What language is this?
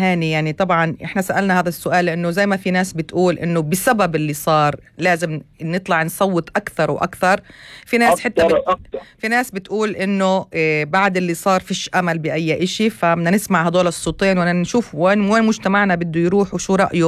North Levantine Arabic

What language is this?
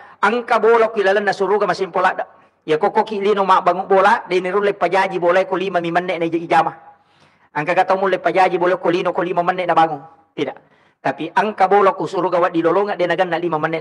Buginese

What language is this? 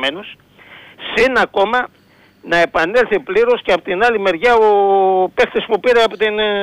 Greek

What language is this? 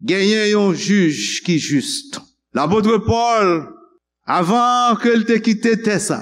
Haitian Creole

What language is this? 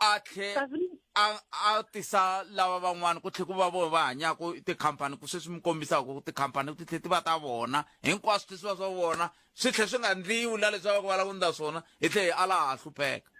Tsonga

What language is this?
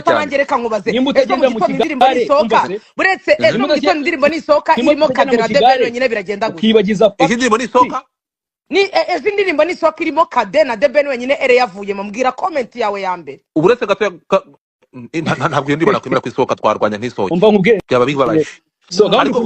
Kinyarwanda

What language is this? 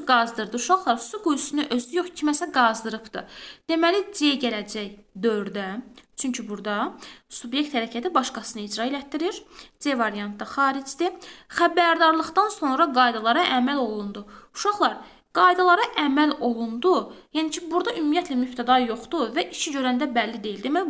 Azerbaijani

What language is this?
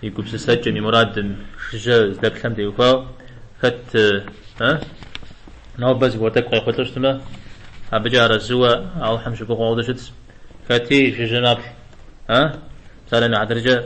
Kabardian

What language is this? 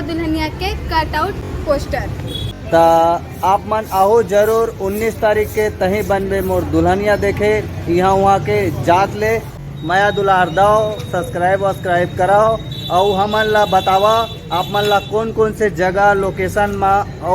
Chhattisgarhi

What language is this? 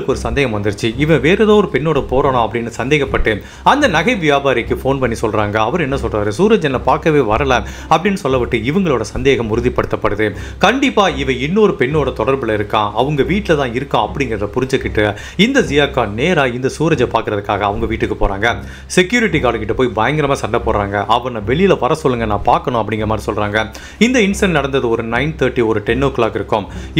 Tamil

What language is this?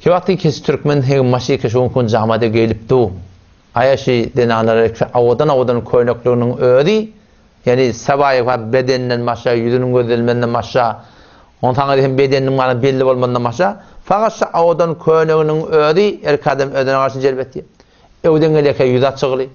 Turkmen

